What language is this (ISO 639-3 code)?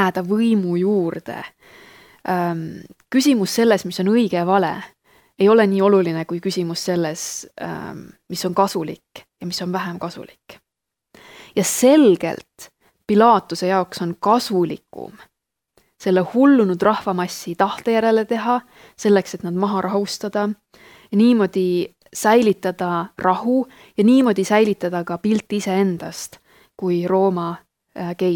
est